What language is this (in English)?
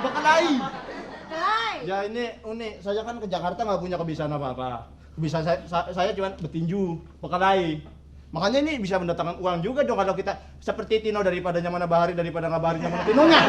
Betawi